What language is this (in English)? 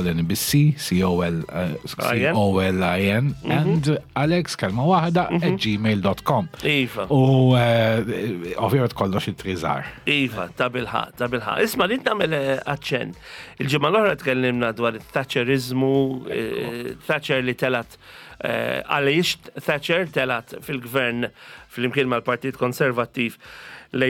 Maltese